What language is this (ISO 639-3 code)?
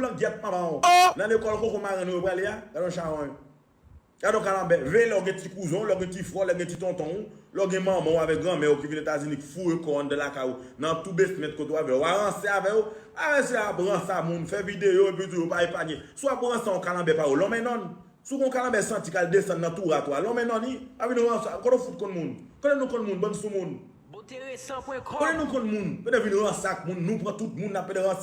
hat